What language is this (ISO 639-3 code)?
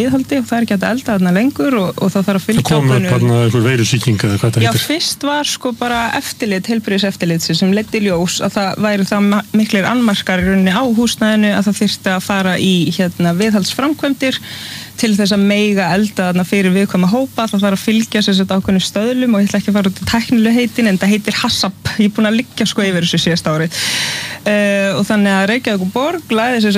isl